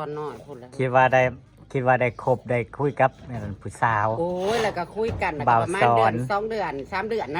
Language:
Northeastern Thai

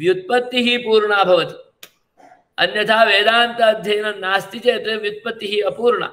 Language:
Sanskrit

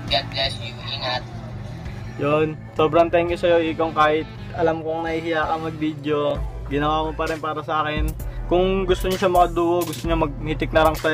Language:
Filipino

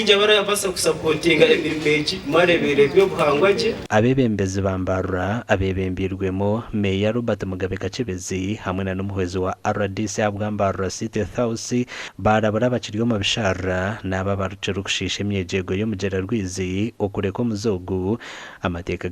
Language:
Nyankole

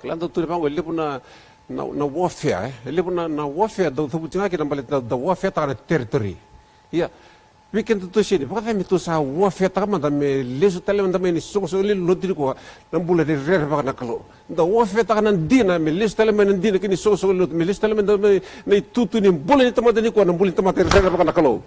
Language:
Fijian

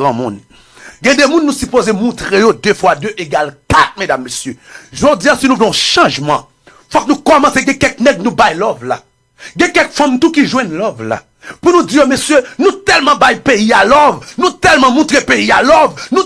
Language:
Haitian Creole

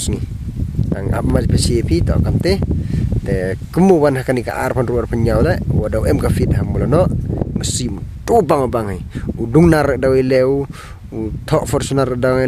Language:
Pnar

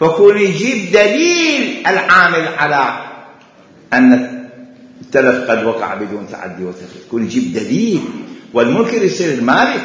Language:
Mesopotamian Arabic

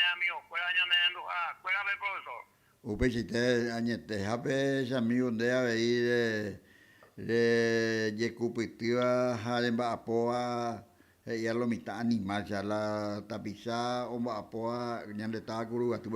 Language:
Guarani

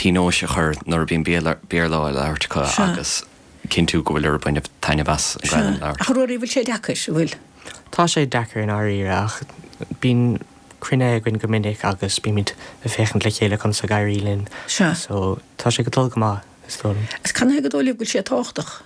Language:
Irish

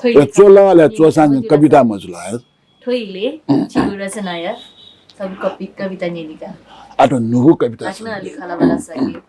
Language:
Newari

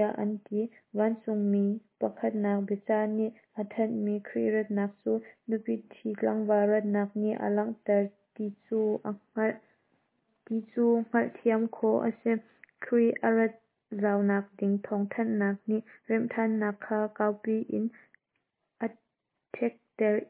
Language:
Hakha Chin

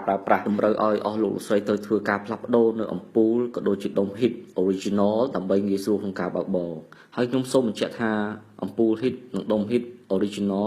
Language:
Khmer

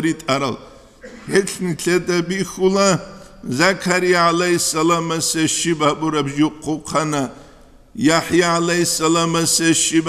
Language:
Avaric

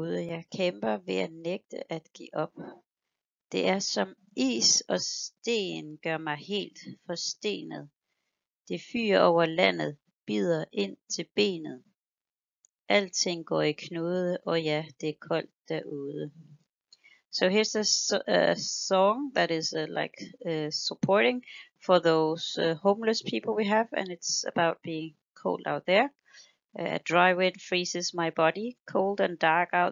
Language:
Danish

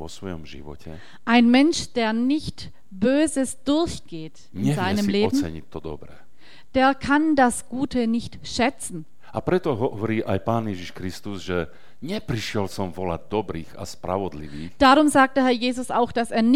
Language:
Slovak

